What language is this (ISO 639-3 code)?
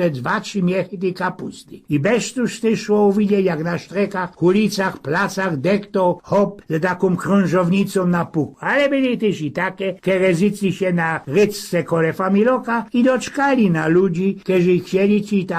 szl